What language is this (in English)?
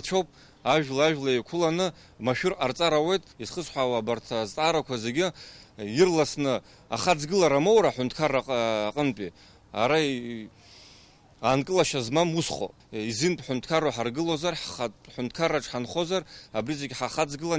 Abkhazian